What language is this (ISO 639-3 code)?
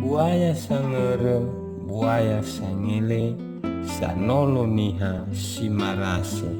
nia